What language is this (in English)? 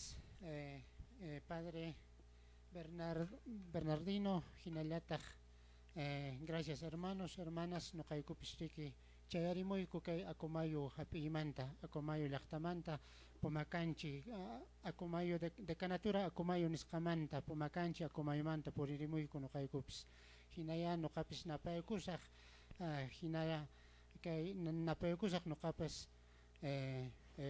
Quechua